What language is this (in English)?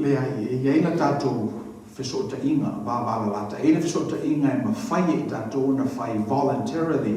Samoan